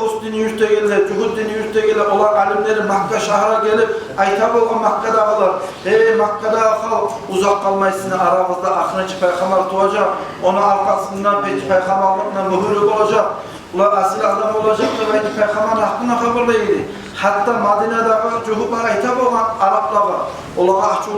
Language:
Kumyk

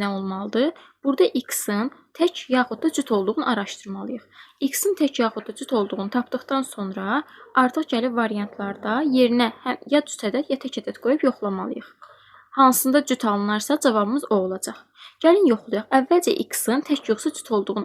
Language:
Azerbaijani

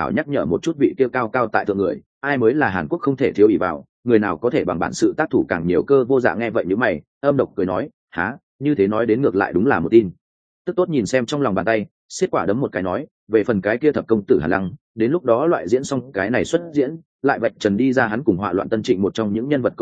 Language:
Vietnamese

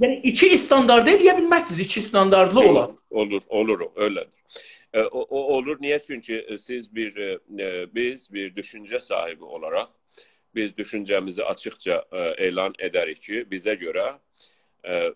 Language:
South Azerbaijani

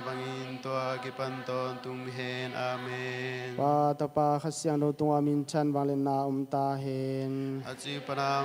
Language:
Tedim Chin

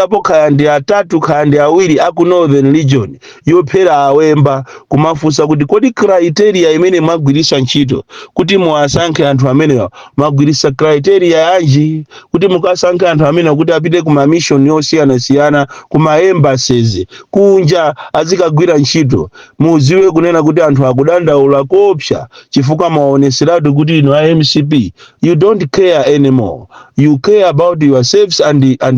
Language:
Nyanja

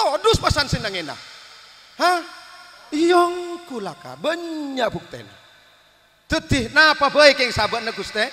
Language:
Madurese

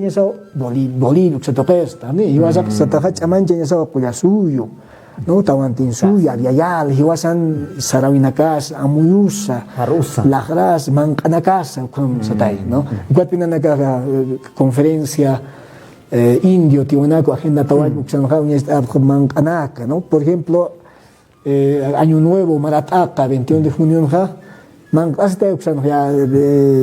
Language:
Aymara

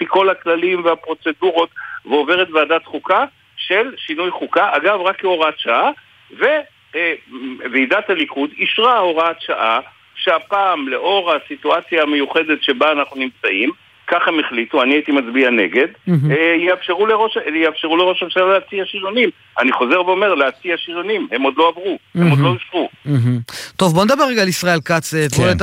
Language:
Hebrew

